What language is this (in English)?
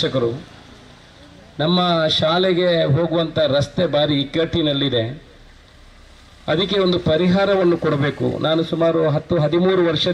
Kannada